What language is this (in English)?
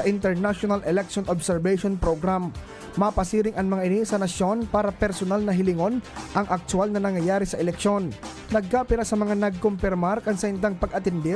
Bikol